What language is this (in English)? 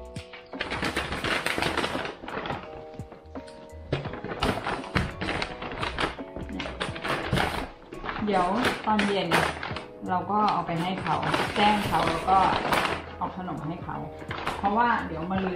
Thai